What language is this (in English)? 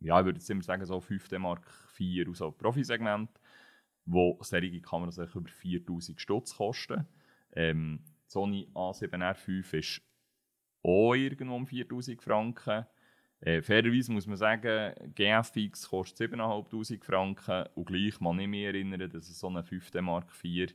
Swiss German